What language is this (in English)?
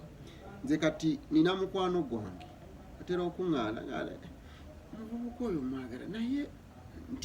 Ganda